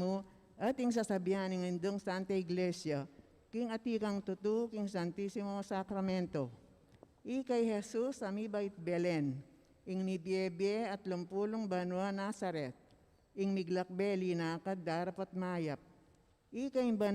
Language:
Pampanga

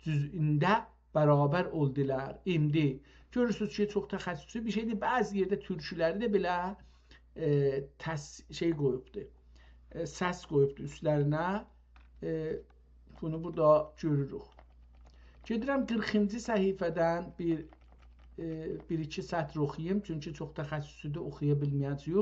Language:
South Azerbaijani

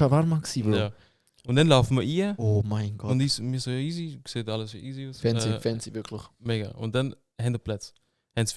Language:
Swiss German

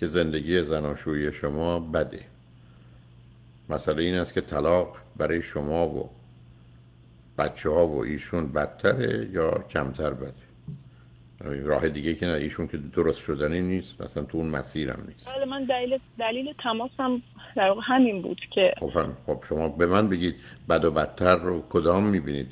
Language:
Persian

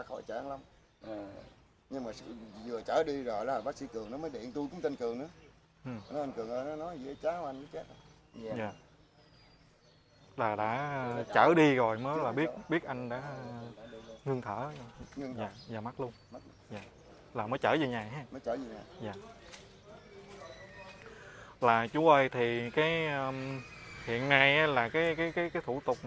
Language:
Vietnamese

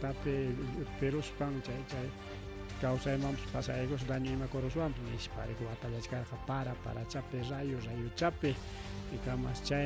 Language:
Ayacucho Quechua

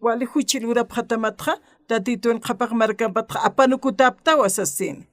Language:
Aymara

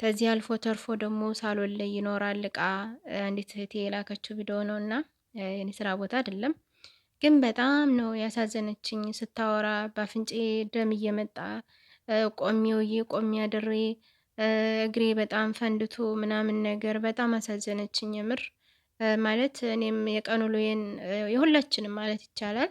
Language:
Amharic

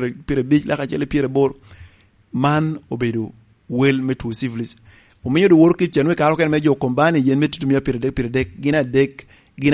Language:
Lango (Uganda)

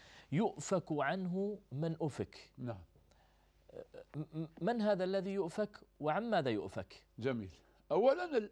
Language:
Arabic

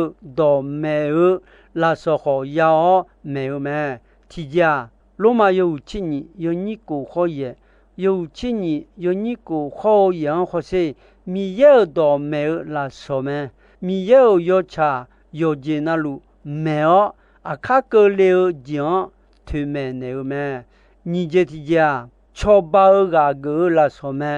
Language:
Akha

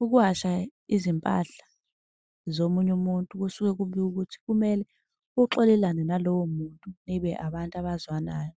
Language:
Zulu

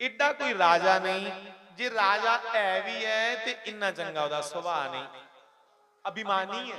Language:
Dogri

